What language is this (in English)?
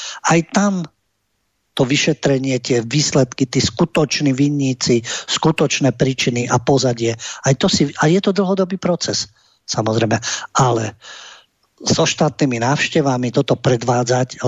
Slovak